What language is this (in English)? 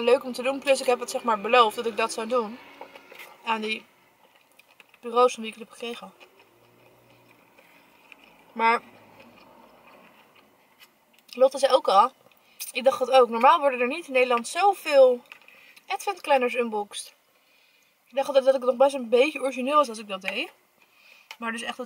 Dutch